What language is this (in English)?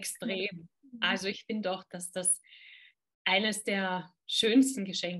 German